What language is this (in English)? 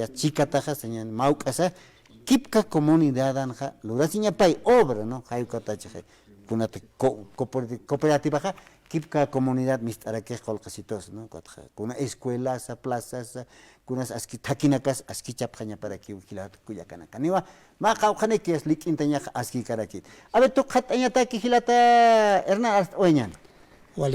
Aymara